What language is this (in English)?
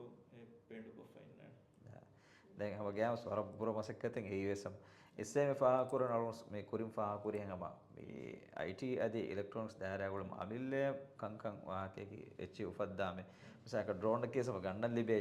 Divehi